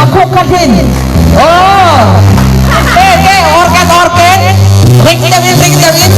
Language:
Falam Chin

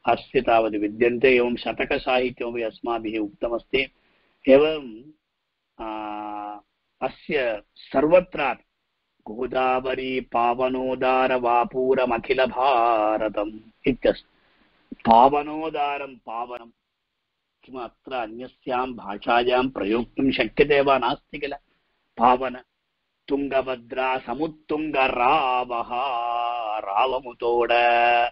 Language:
Sanskrit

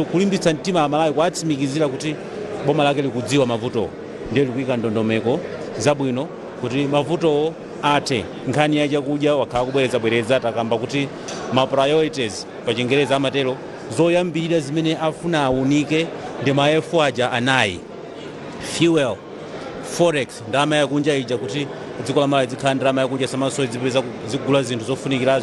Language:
Nyanja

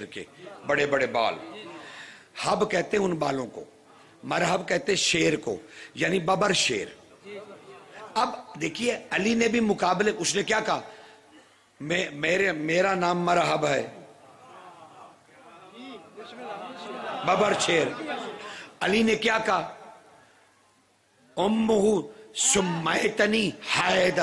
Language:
Urdu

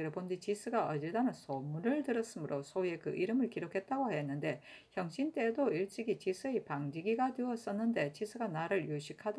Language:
Korean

